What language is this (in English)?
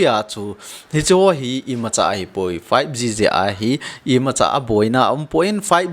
Thado Chin